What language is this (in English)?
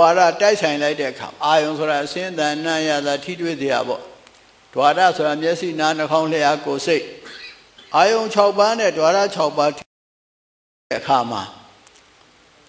Burmese